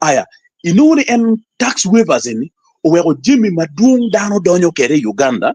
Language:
Acoli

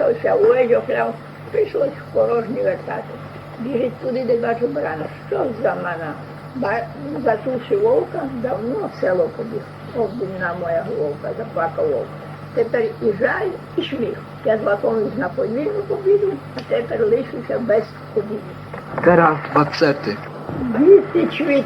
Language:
Rusyn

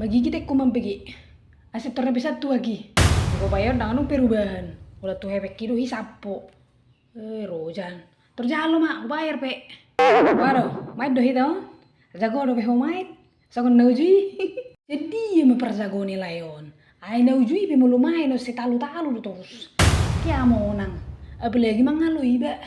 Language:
Batak Toba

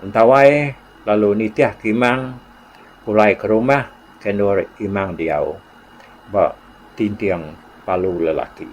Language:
Iban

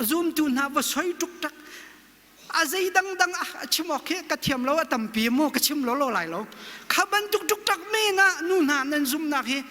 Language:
Hakha Chin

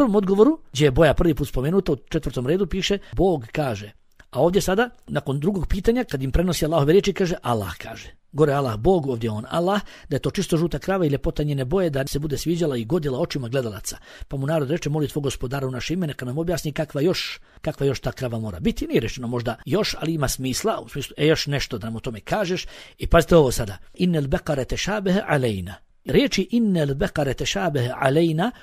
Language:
Bosnian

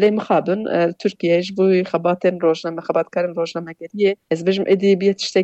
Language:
Kurdish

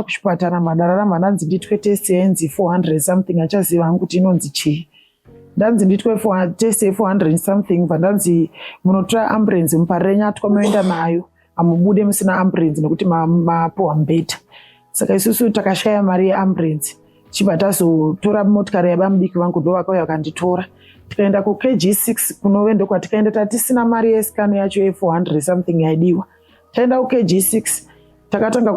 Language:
Shona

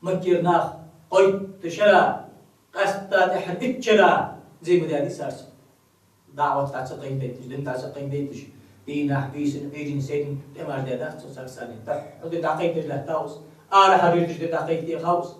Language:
Ingush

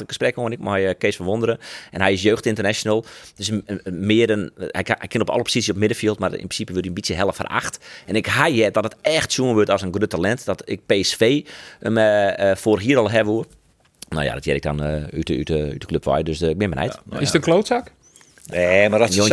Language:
Western Frisian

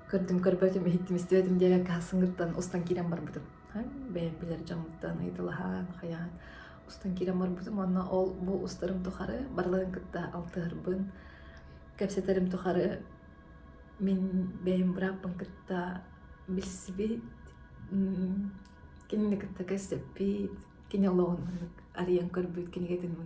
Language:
Yakut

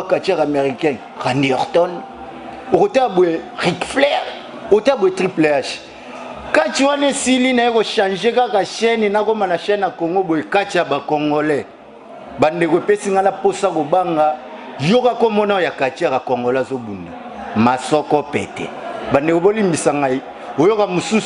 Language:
Lingala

